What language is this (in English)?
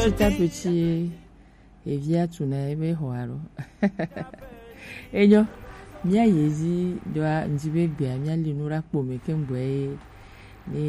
Gen